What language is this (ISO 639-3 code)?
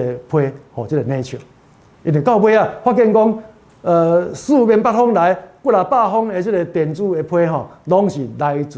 nan